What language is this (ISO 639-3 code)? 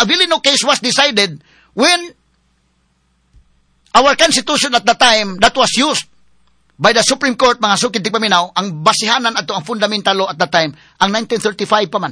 ceb